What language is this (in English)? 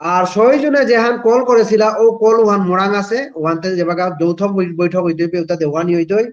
Bishnupriya